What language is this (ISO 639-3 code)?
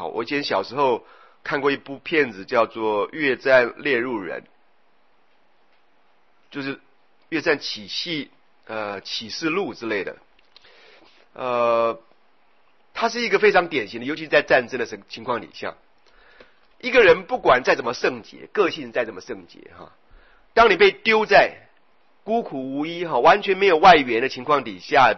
zho